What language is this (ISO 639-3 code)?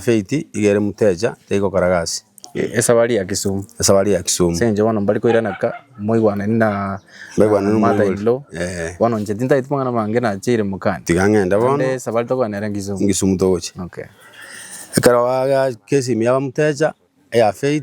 guz